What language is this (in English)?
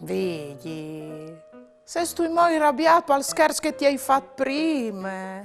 Friulian